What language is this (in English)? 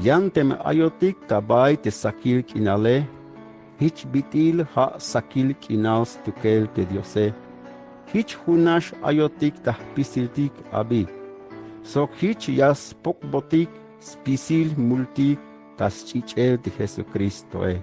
Tzeltal